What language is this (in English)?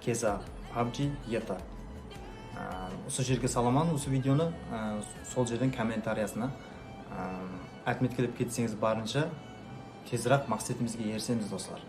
Kara-Kalpak